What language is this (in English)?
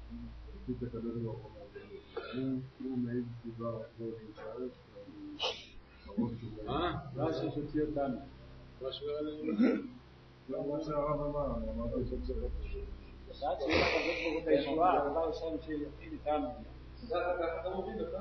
Hebrew